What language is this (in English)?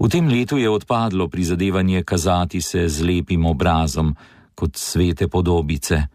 Slovenian